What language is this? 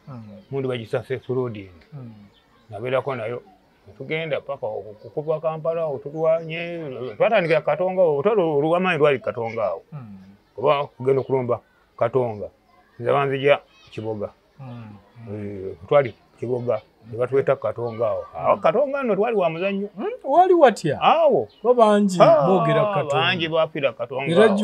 Ganda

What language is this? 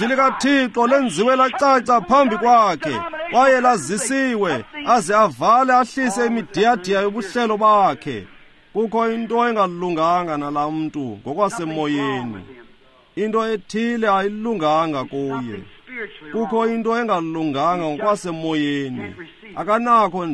Xhosa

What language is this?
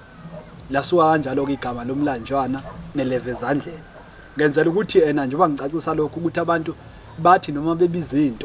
Zulu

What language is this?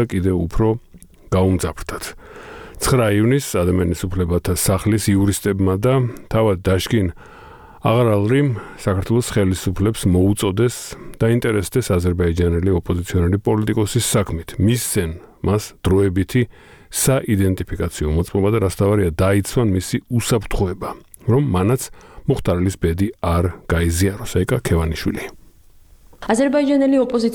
Georgian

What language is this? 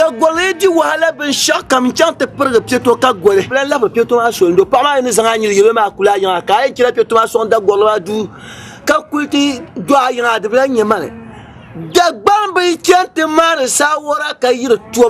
Dagbani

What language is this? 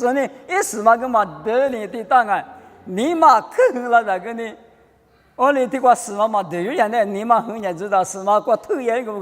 Lisu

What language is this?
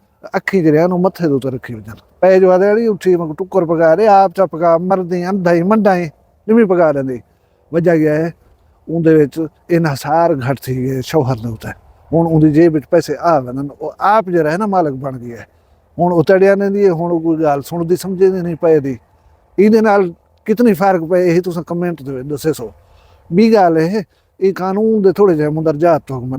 Saraiki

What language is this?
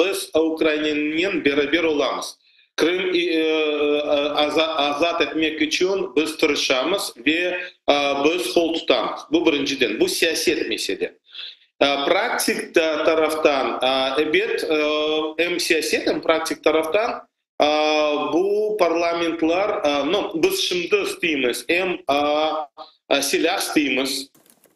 Crimean Tatar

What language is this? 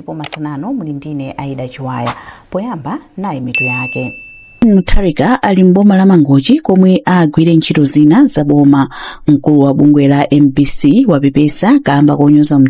Nyanja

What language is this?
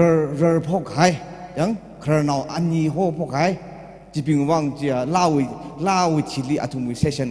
Tangkhul Naga (India)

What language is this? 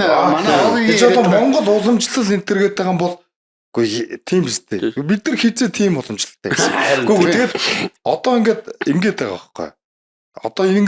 Mongolian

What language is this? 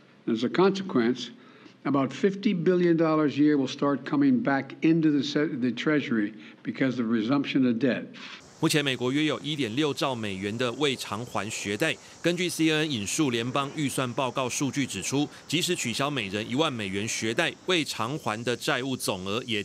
Chinese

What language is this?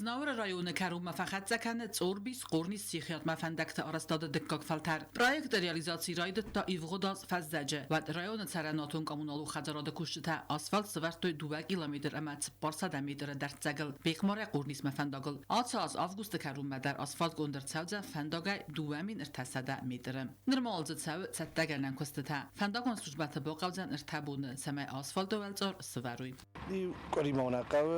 Ossetic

